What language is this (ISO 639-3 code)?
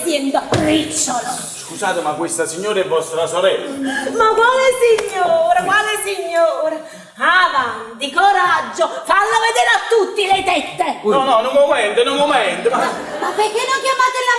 nap